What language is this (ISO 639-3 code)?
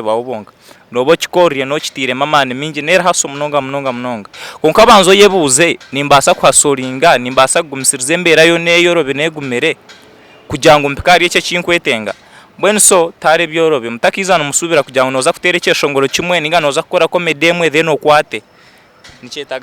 nyn